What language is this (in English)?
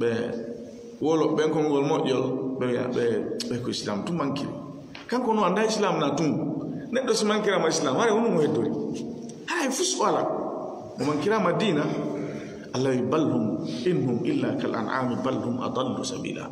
Fula